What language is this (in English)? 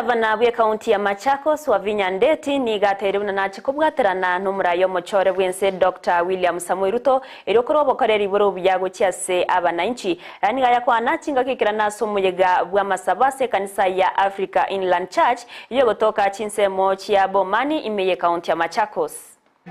Gusii